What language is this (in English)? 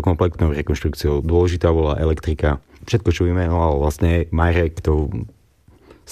Slovak